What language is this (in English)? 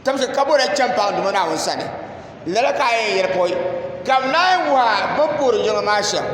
Dagbani